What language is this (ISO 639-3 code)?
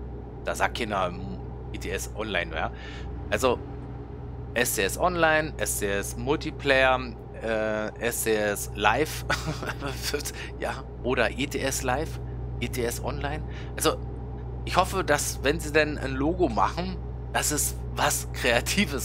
deu